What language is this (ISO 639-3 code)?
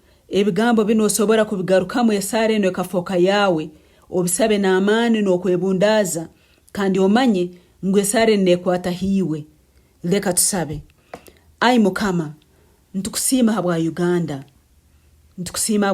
nyn